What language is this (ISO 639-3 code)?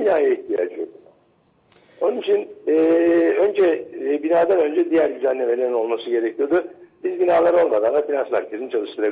tur